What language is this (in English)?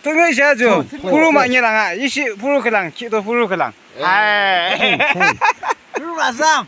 Yimchungru Naga